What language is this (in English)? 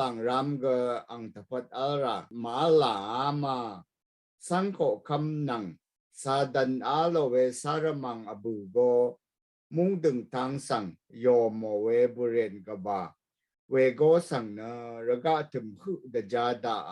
Rawang